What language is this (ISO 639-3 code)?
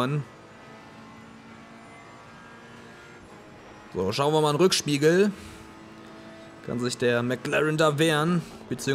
deu